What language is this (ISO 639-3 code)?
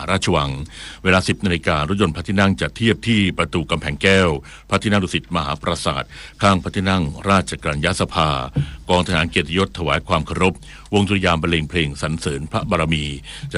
tha